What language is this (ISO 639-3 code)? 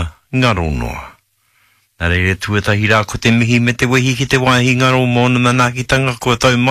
mri